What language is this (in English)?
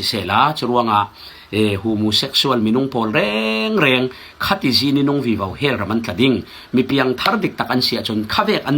Falam Chin